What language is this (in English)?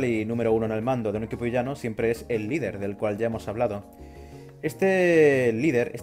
Spanish